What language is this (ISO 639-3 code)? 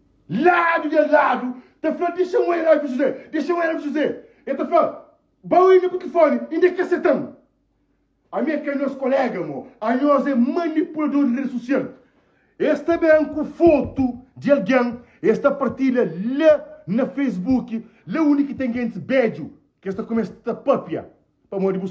kea